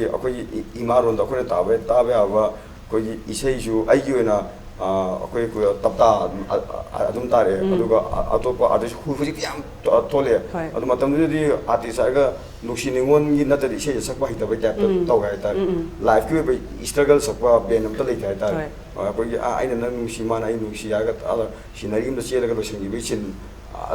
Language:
Manipuri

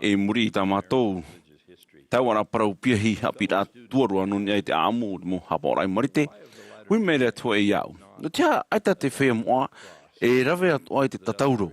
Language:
Tahitian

